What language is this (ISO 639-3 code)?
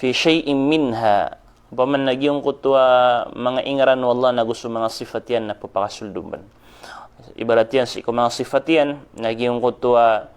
mrw